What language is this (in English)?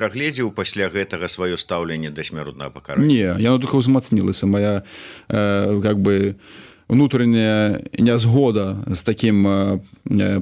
Belarusian